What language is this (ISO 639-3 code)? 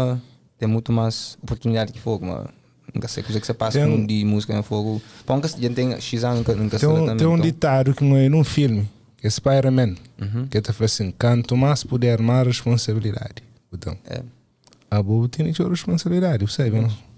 kea